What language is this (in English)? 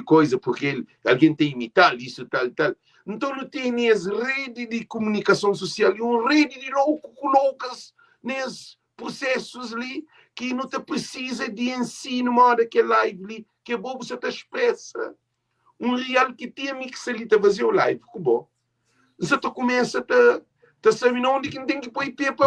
Kabuverdianu